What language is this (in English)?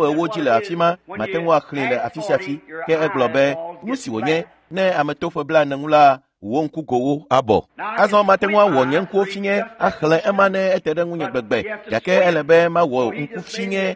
Ewe